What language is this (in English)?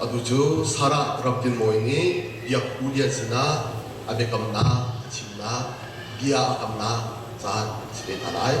Hakha Chin